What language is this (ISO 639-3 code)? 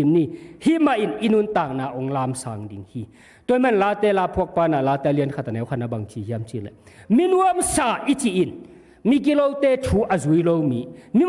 ctd